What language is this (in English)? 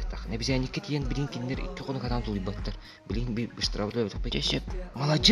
Yakut